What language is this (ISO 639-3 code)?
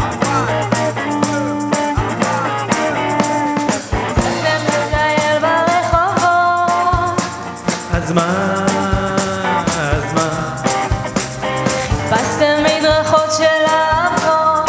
heb